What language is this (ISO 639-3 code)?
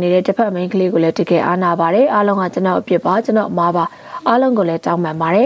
mya